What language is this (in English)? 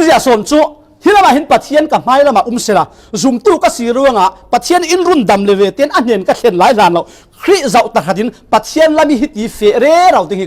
Falam Chin